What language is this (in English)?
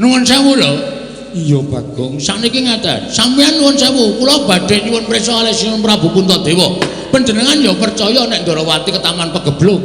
Javanese